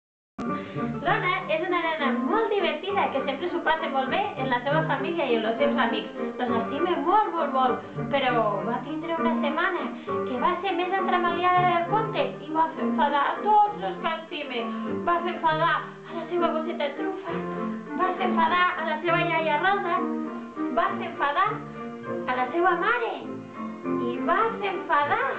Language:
Catalan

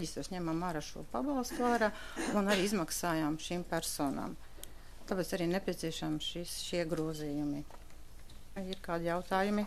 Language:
Latvian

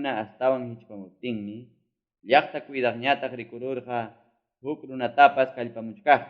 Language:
Ayacucho Quechua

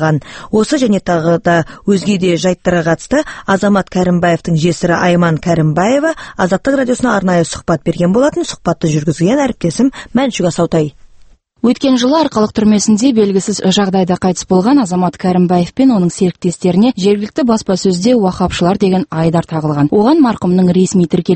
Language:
Kazakh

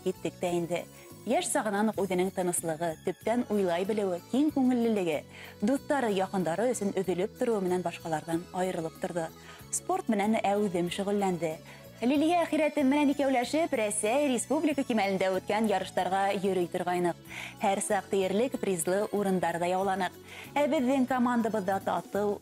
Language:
Bashkir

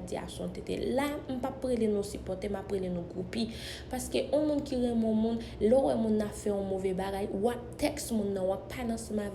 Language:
Haitian Creole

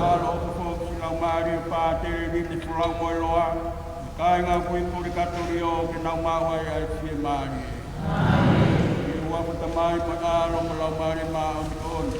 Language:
Tongan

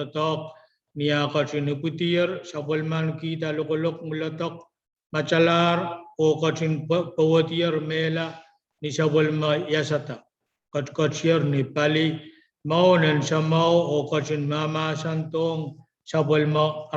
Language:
Pohnpeian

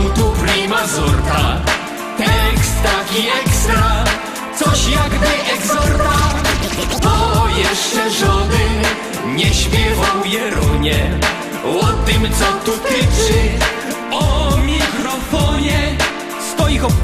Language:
Silesian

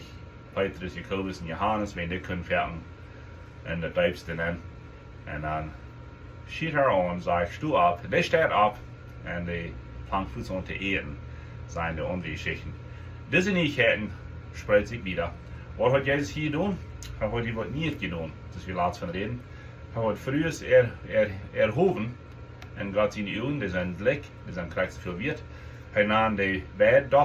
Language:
Plautdietsch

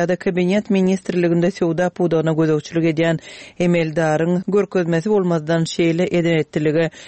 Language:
Turkmen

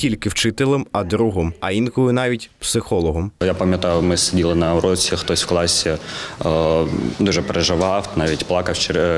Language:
Ukrainian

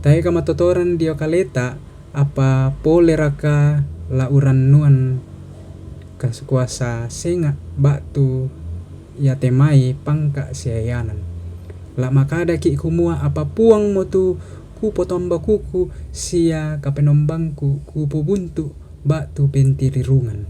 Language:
Toraja-Sa'dan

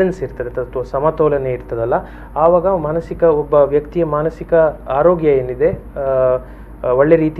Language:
Kannada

